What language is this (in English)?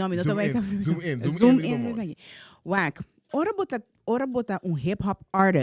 Papiamento